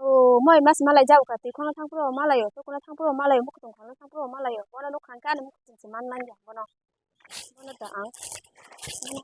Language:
Kok Borok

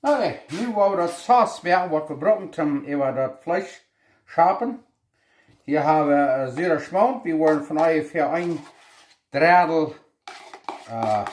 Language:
Plautdietsch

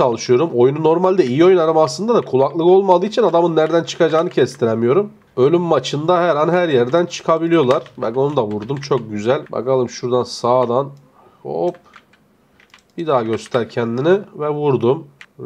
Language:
Turkish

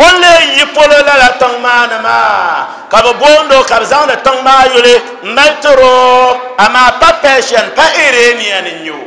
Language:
Dagbani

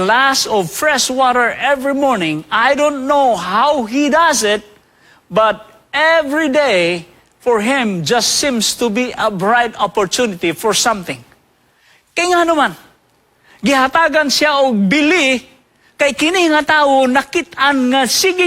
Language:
Cebuano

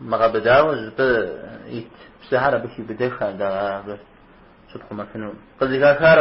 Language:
Kabardian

